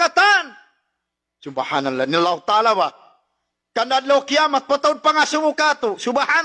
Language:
Tausug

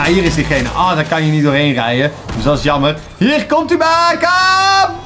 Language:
Dutch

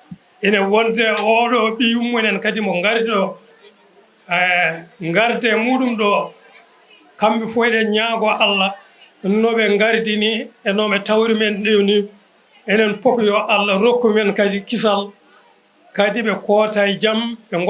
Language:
Fula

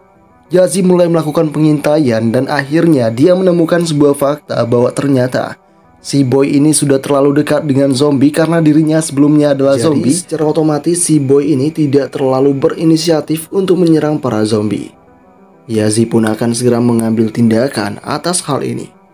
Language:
Indonesian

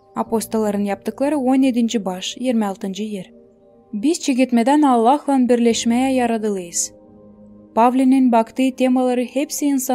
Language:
Gagauz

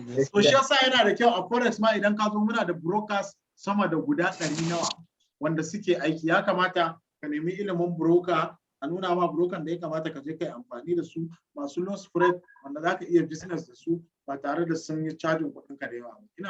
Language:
Hausa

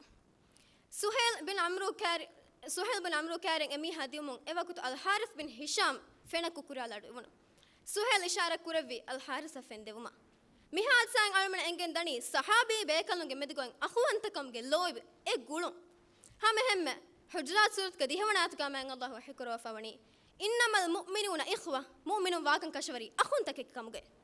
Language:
Divehi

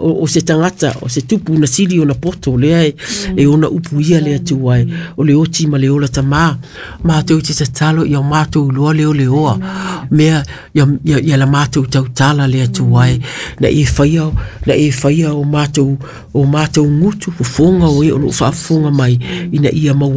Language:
Samoan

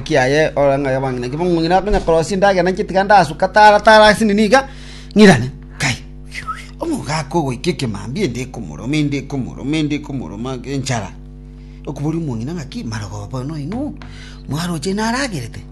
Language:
Gusii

